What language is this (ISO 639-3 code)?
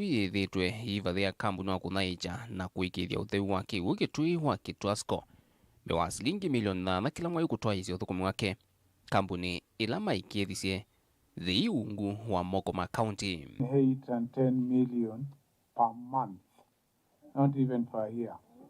kam